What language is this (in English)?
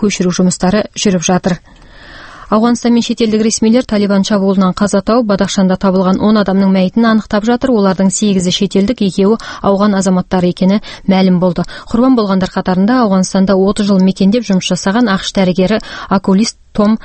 Kazakh